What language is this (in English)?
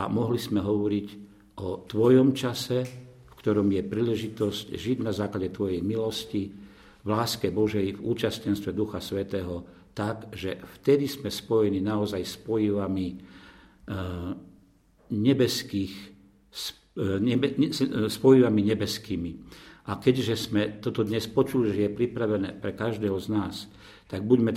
Slovak